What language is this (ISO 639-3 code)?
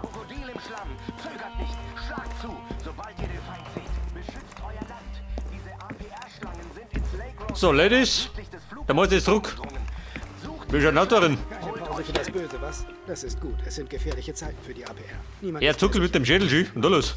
bar